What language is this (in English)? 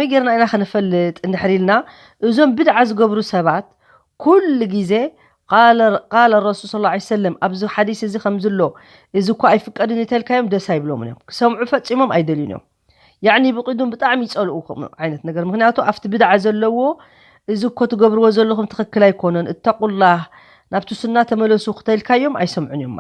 Tigrinya